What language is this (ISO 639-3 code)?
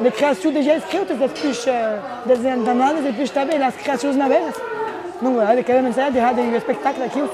oci